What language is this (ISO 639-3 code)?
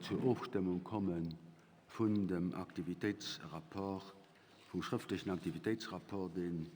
ltz